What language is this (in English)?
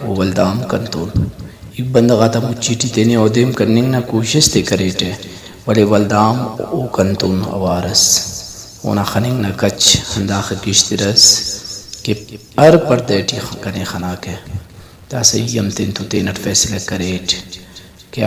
Brahui